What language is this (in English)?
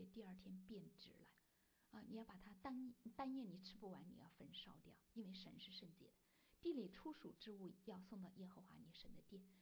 Chinese